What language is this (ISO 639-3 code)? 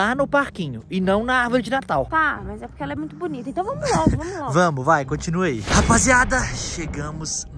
por